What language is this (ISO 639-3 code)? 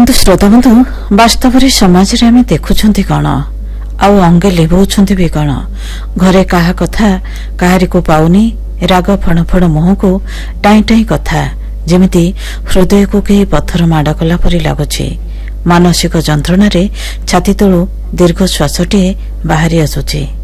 ori